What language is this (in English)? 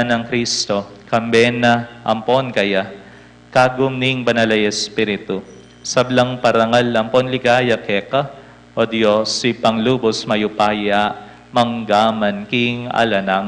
Pampanga